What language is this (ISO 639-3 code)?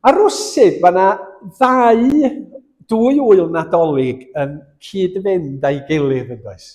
cym